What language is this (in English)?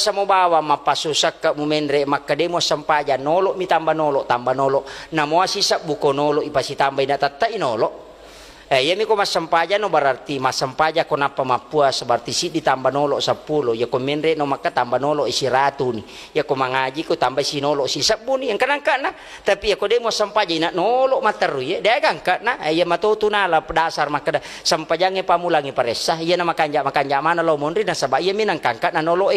Buginese